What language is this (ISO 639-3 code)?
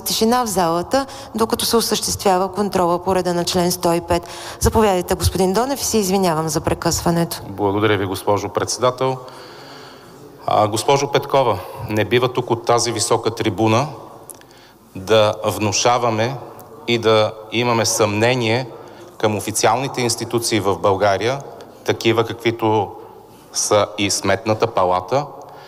bul